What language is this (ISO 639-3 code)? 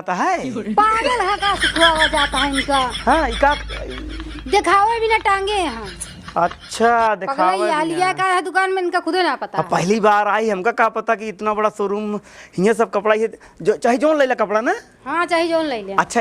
awa